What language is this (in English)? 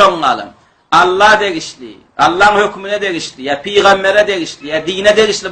Turkmen